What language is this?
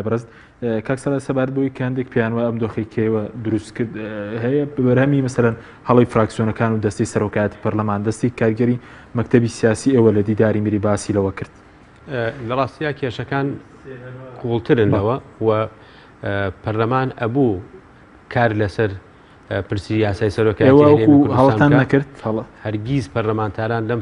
Central Kurdish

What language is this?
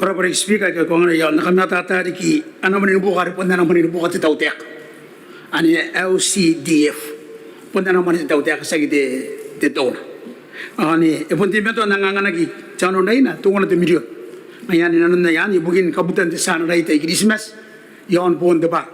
Gilbertese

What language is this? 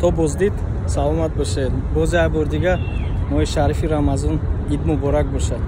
Tajik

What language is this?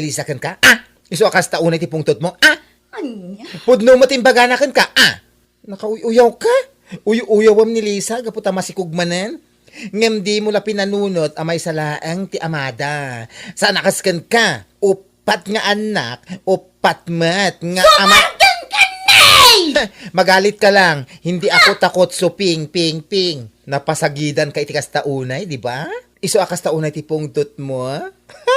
Iloko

